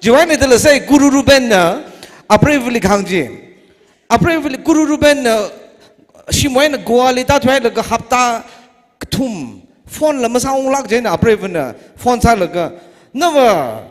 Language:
Tangkhul Naga (India)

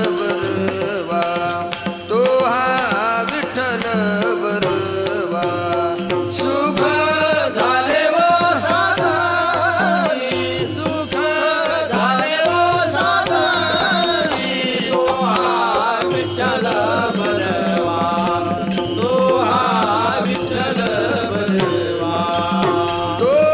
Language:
Marathi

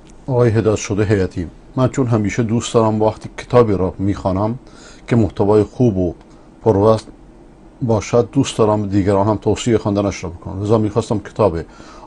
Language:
Persian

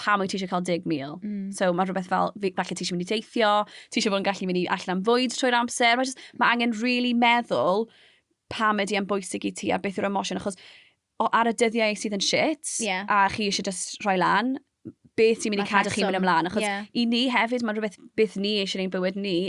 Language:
Welsh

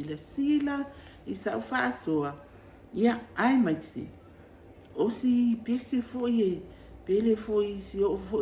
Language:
Samoan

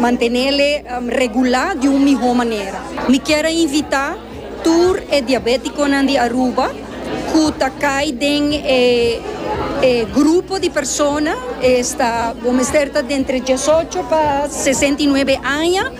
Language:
Papiamento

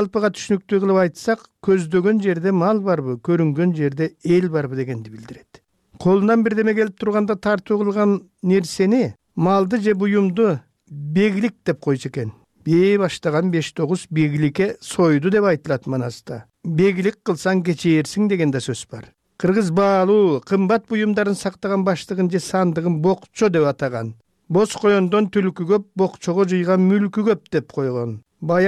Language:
Kyrgyz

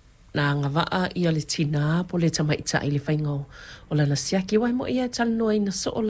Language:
Samoan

